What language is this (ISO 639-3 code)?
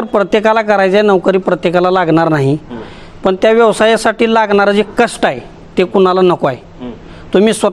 mar